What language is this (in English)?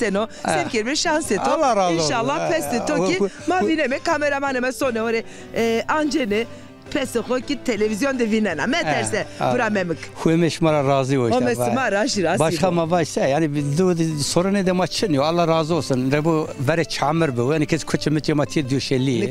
Zaza